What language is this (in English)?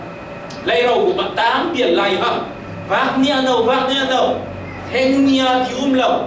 Falam Chin